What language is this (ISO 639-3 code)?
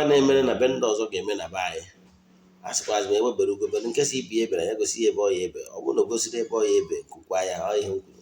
ibo